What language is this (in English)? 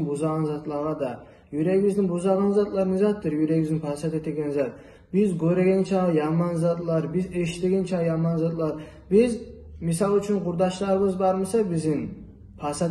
Kumyk